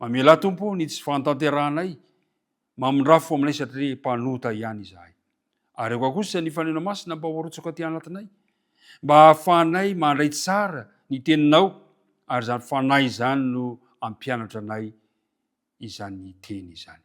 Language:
Malagasy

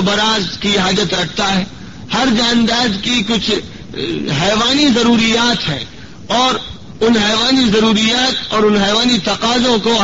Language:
Urdu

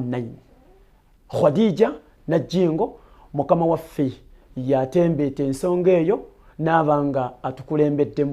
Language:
Ganda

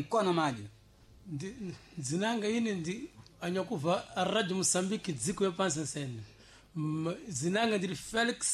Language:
Sena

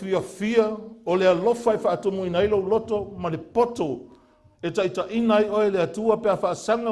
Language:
Samoan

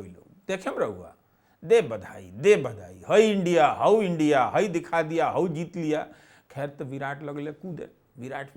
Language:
Bhojpuri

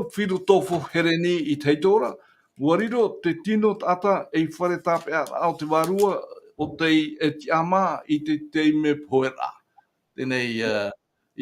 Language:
Tahitian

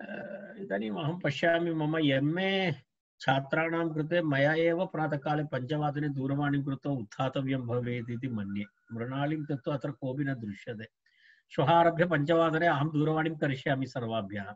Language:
Sanskrit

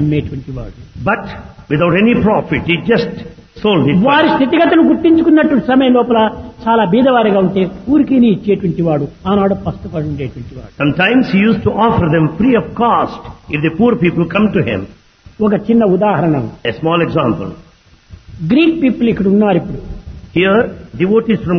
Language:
Telugu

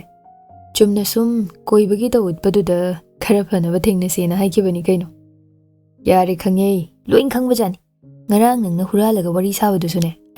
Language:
Manipuri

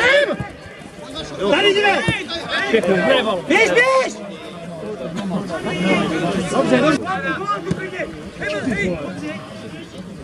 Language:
Czech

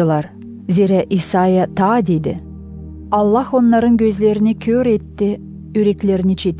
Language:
Gagauz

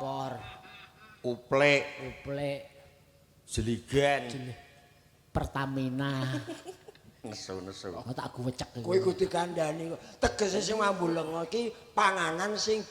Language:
Javanese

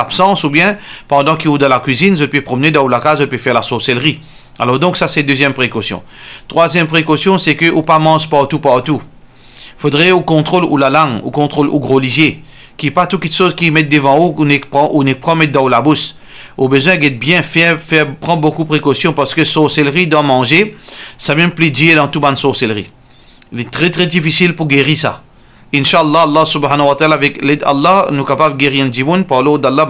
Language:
Morisyen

